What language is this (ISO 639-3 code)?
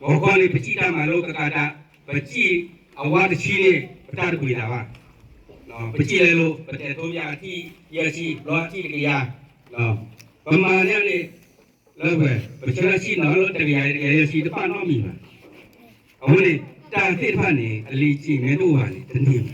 ksw